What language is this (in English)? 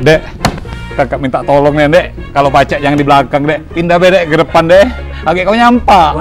Musi